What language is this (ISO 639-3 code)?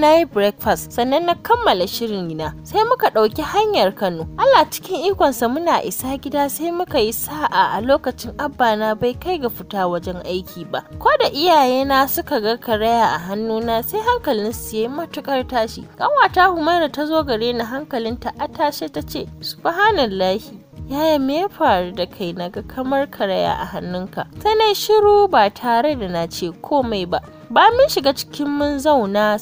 hau